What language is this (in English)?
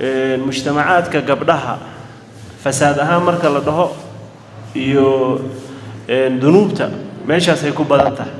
Somali